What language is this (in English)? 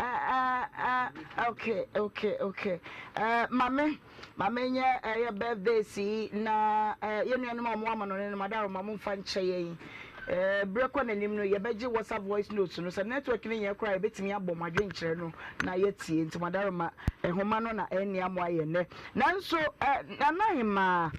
Akan